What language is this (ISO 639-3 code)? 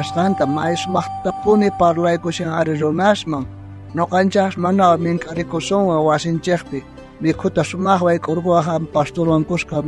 quh